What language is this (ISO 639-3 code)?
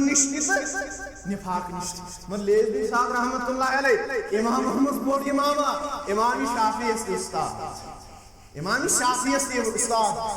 kas